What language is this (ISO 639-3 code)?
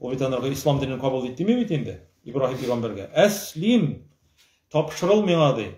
tat